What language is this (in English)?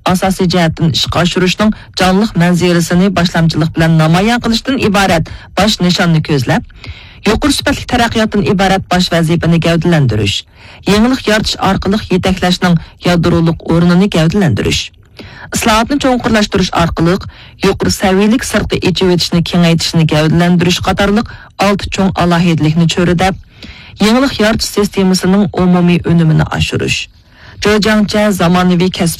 Uyghur